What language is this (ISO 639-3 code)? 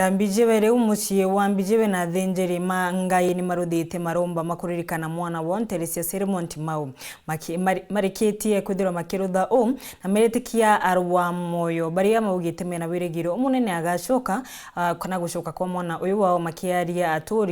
mer